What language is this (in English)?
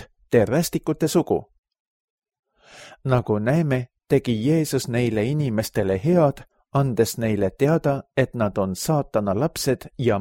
Estonian